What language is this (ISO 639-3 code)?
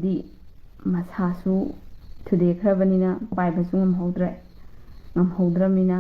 mni